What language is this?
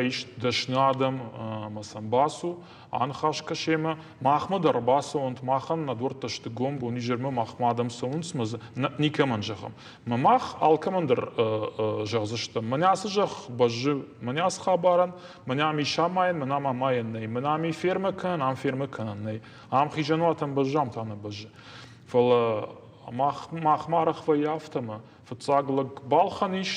Ossetic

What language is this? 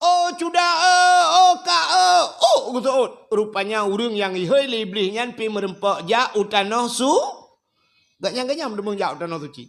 Achinese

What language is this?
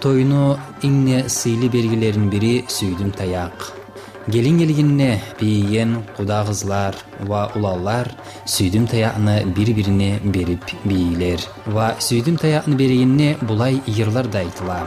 Kumyk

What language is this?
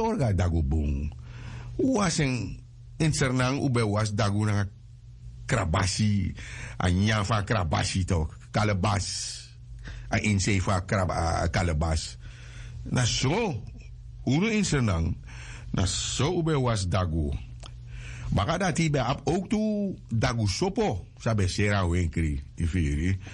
Sranan Tongo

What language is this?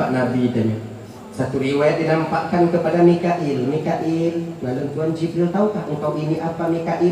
Achinese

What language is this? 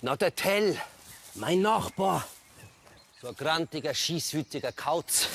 Swiss German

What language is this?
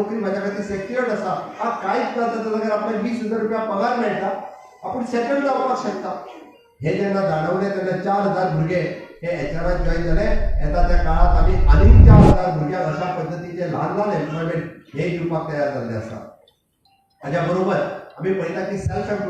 Konkani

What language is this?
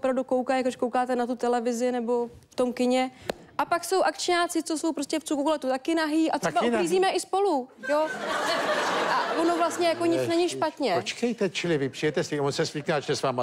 Czech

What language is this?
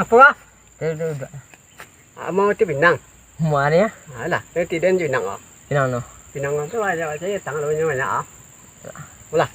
Minangkabau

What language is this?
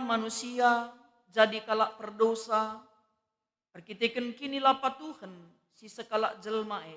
Batak Karo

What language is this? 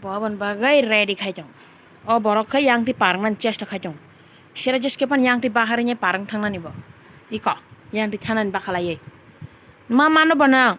Kok Borok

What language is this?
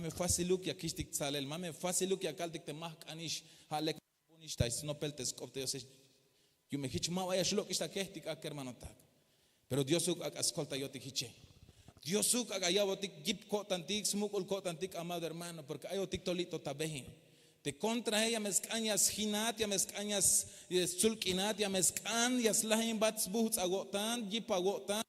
Tzeltal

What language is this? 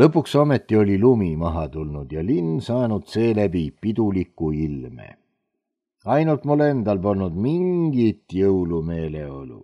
Estonian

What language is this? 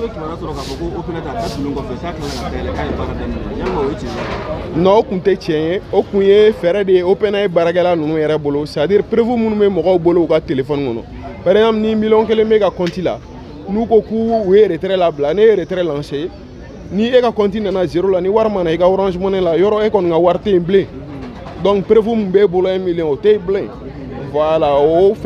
Bambara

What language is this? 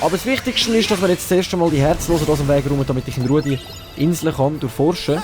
Swiss German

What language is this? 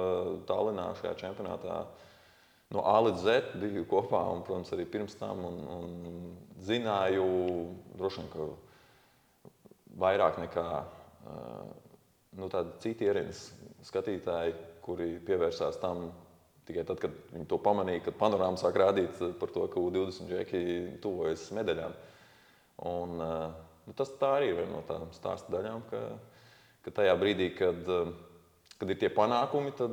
Latvian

